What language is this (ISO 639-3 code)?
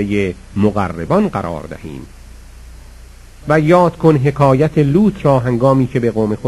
fas